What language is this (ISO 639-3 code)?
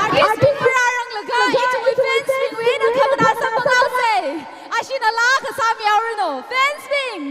nmf